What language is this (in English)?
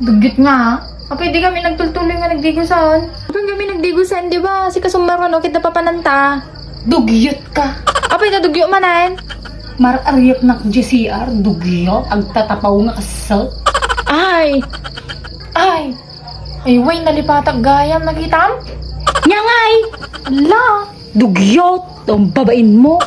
Iloko